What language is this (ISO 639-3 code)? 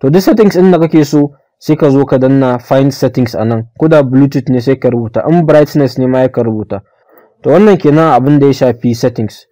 hau